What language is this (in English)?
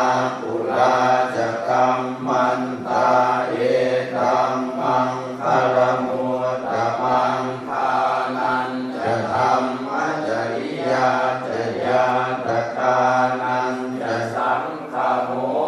Pali